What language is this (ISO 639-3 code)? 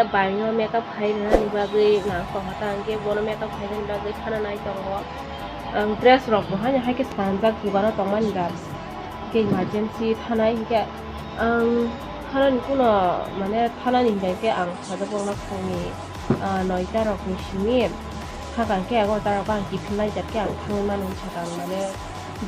trp